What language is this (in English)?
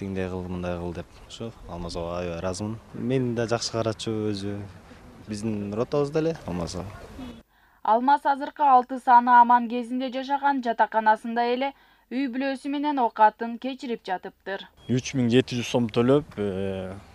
Kyrgyz